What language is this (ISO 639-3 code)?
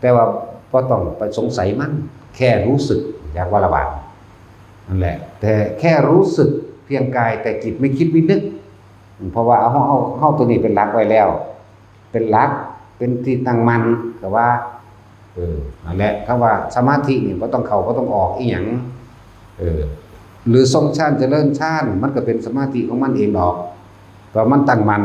tts